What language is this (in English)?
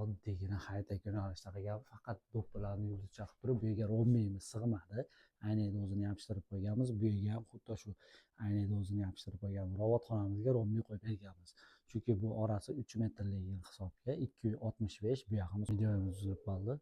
Uzbek